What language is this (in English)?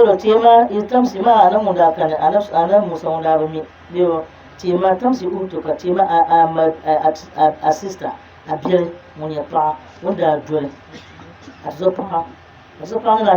Dagbani